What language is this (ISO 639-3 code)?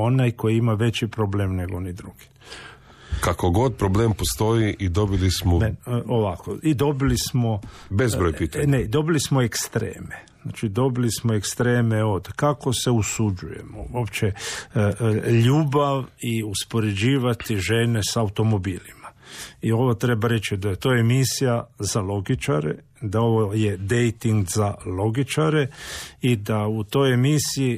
hrv